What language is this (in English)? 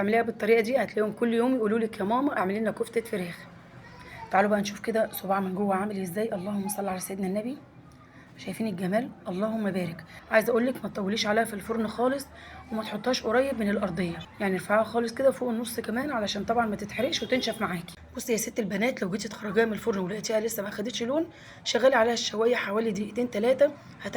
Egyptian Arabic